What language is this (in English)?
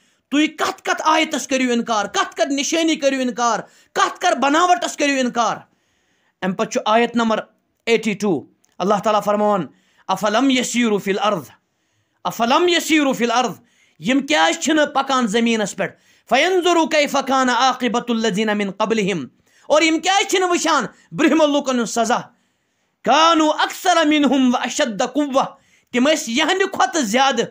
Kashmiri